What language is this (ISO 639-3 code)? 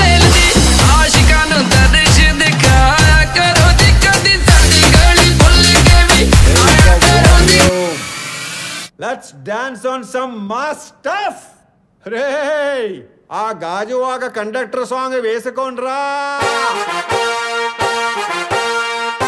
tel